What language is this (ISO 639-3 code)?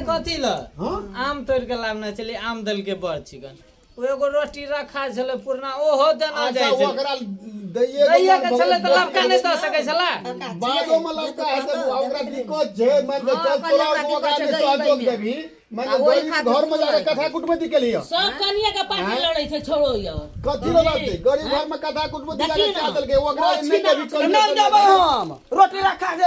mai